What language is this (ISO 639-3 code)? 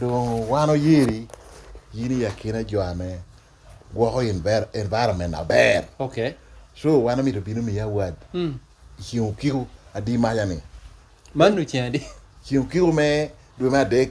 laj